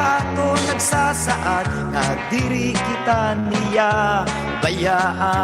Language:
Waray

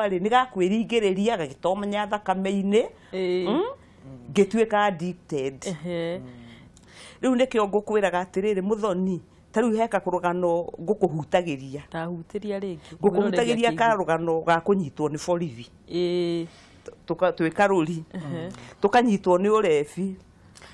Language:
Kikuyu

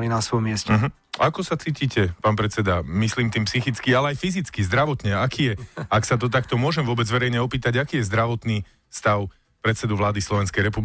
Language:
Slovak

